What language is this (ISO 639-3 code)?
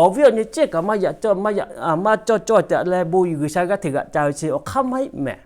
lhu